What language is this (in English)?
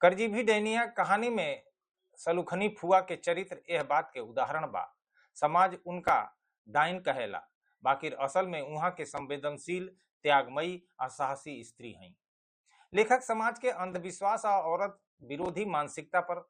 Bhojpuri